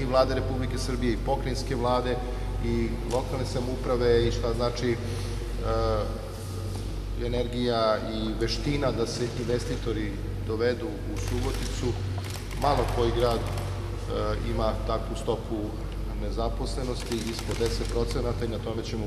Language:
Serbian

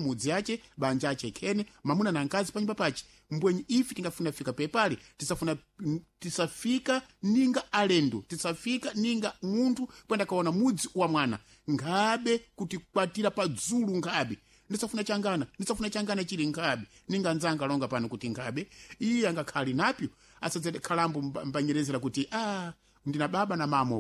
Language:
Sena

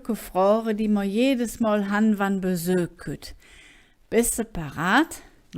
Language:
Colognian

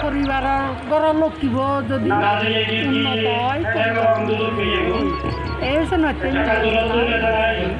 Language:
Chakma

